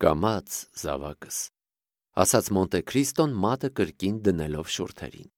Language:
Armenian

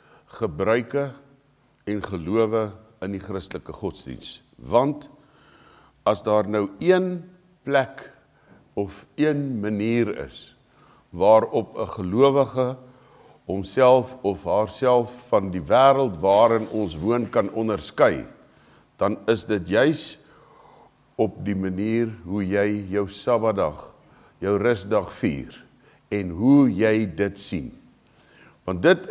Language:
Afrikaans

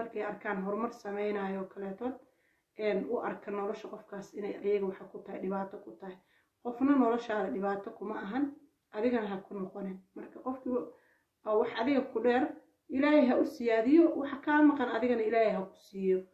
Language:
Somali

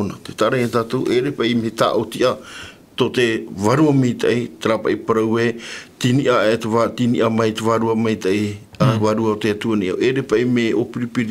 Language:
Tahitian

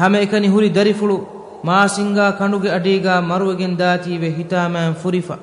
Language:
Divehi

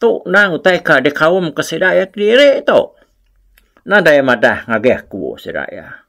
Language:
Iban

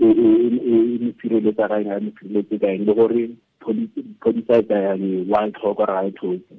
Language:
Tswana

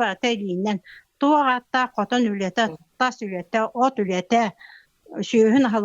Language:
Yakut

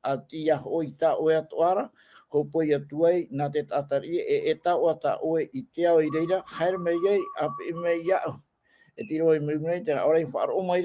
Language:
Tahitian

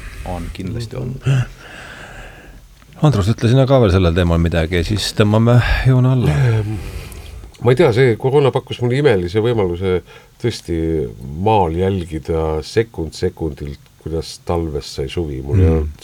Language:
Estonian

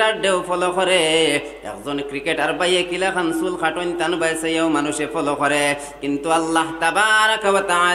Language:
Sylheti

